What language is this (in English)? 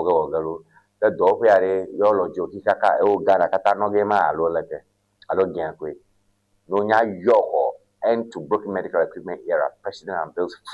Ewe